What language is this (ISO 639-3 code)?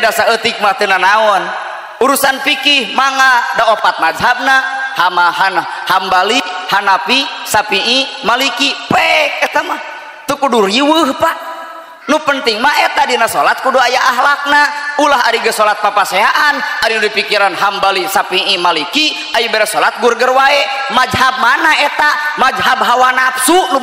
sun